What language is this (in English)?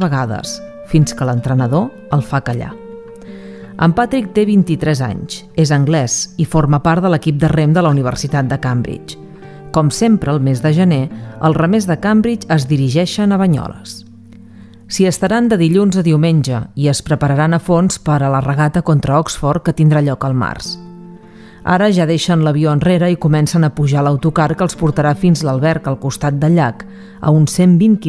Catalan